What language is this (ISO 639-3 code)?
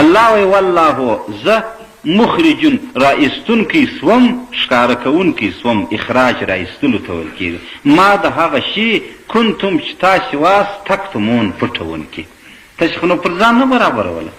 pus